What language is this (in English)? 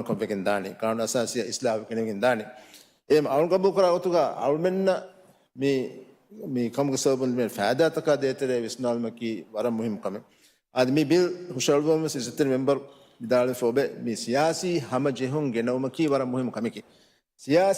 Divehi